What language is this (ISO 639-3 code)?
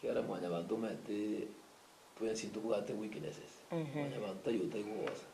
guz